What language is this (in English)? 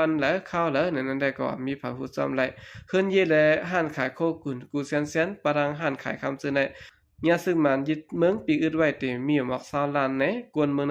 Shan